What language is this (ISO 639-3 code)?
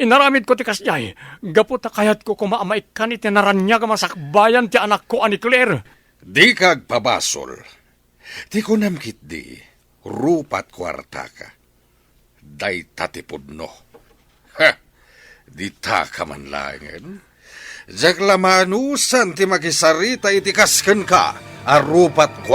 ilo